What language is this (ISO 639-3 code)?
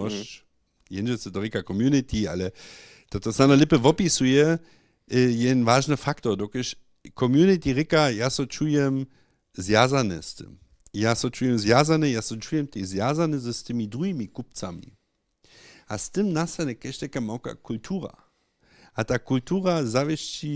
hsb